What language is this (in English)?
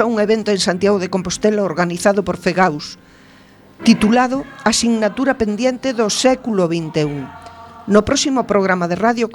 Galician